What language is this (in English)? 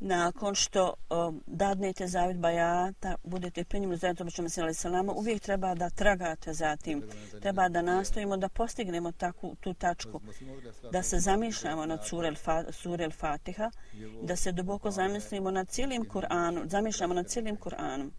Bosnian